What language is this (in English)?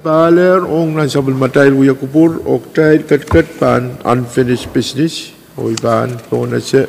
Pohnpeian